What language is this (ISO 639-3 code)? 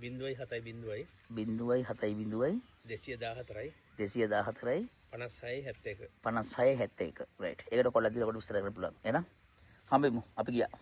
sin